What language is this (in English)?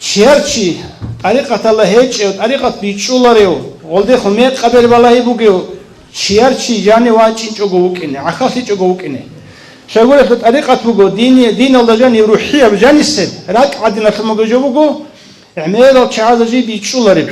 Avaric